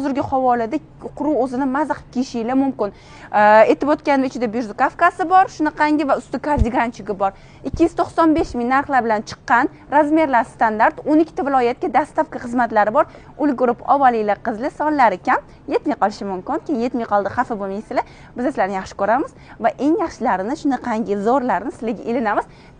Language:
Uzbek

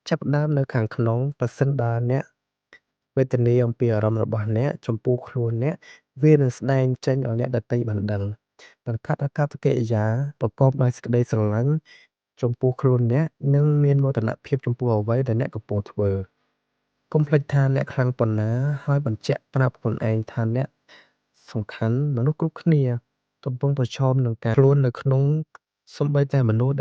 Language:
Khmer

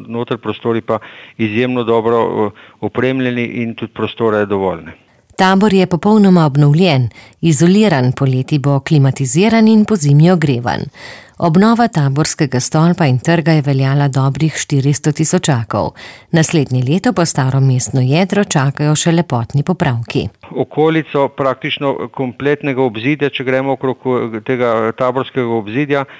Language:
Slovenian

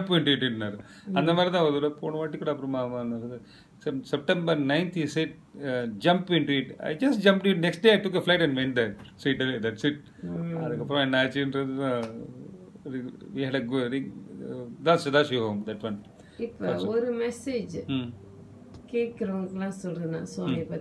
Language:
Tamil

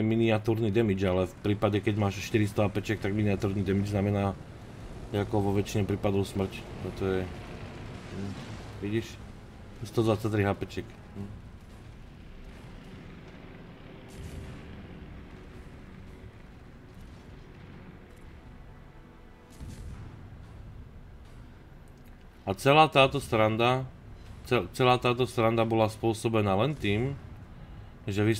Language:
Slovak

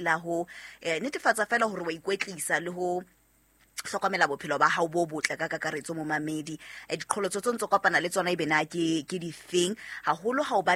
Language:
Southern Sotho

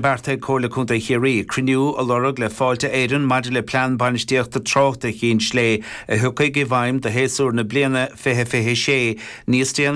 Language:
Irish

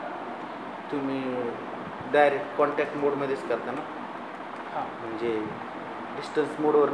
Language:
Marathi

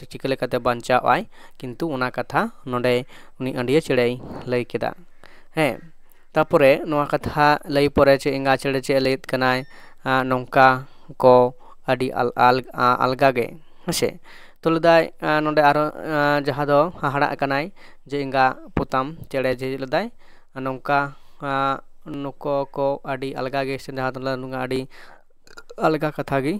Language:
Santali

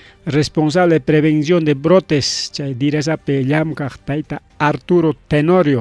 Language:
Ayacucho Quechua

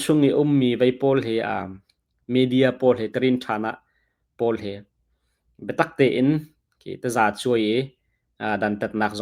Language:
Hakha Chin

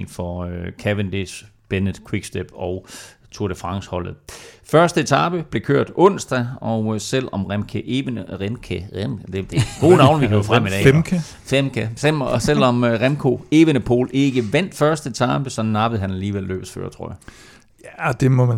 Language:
Danish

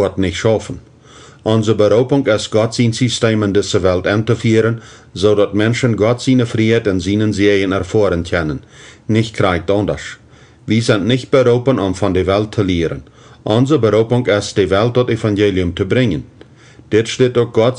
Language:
Plautdietsch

